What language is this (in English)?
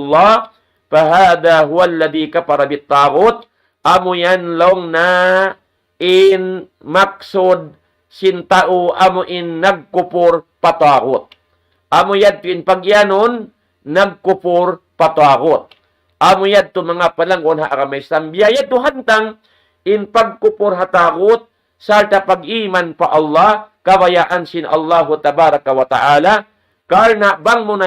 Tausug